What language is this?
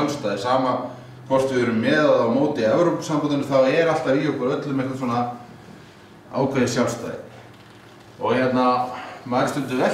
Icelandic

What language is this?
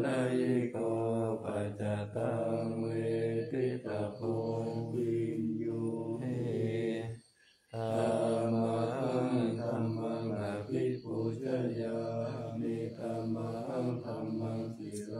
Pali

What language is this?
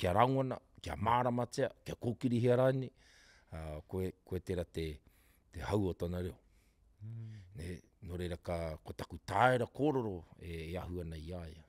Māori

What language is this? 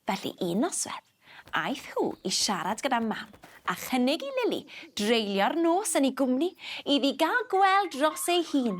Welsh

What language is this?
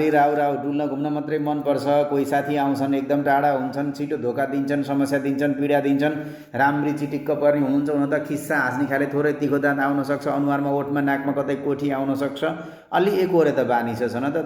Nepali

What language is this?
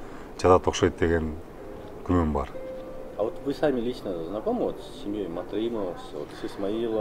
Kyrgyz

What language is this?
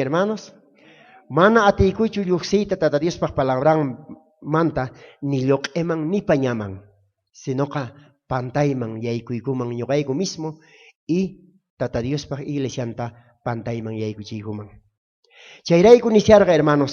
South Bolivian Quechua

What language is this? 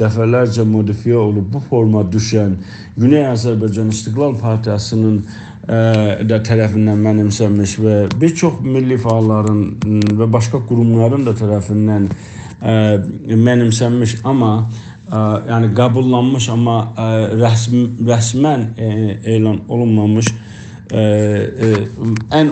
South Azerbaijani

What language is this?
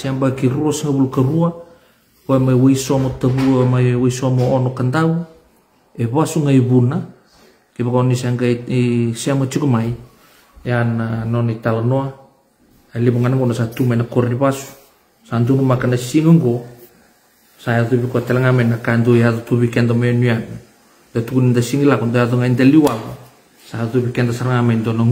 Fijian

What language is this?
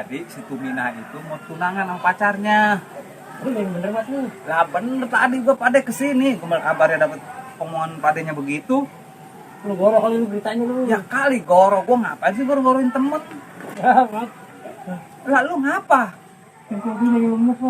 Betawi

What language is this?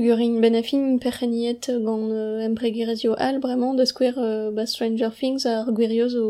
Breton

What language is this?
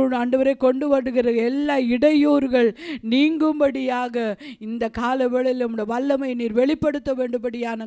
Tamil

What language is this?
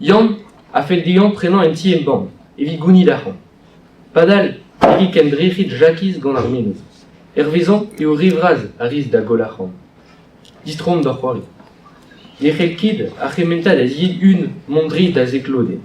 Breton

